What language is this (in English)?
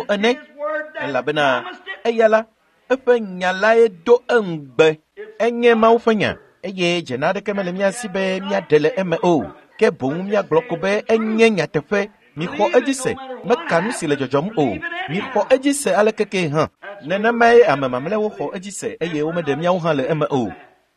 Ewe